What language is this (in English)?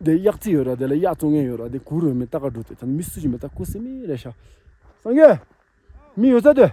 Tibetan